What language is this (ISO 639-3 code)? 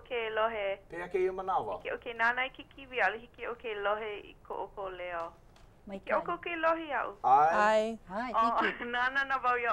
haw